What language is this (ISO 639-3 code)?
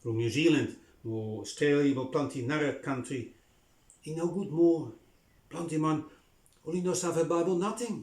bis